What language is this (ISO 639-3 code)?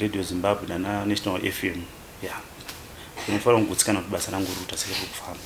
sna